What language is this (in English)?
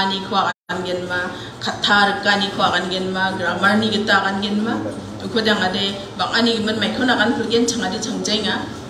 Garo